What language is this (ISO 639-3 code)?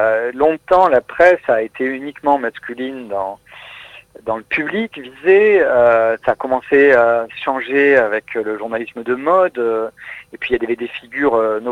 fra